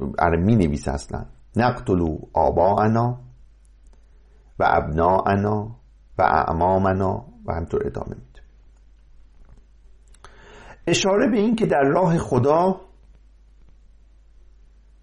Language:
Persian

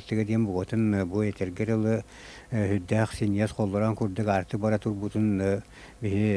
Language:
Yakut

